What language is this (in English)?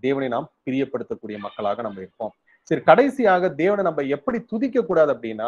Tamil